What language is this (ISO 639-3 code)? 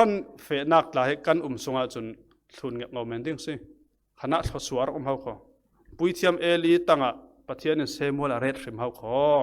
cfm